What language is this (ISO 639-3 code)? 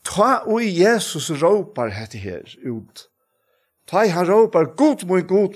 fao